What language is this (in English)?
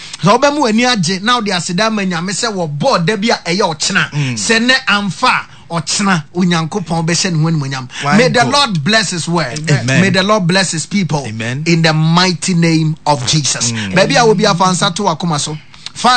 Akan